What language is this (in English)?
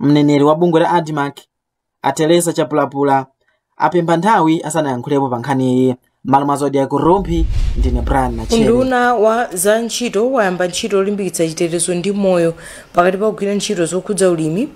Nyanja